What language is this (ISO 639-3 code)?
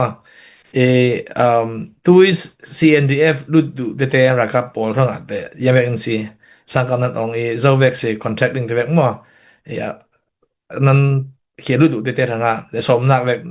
cfm